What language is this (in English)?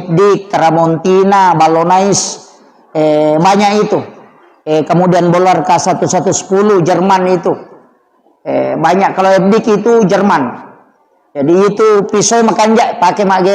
Buginese